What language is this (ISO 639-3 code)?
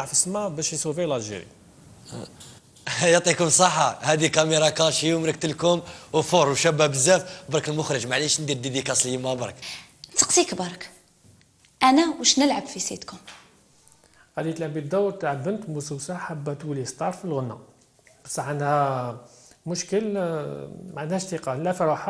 arq